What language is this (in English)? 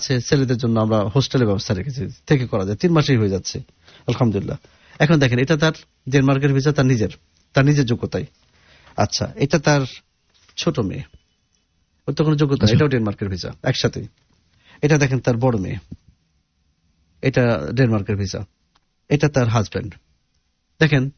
Bangla